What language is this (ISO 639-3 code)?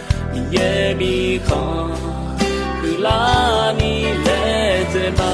ahk